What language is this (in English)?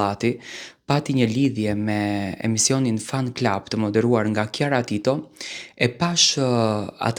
Albanian